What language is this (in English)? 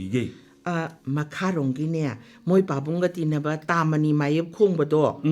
Manipuri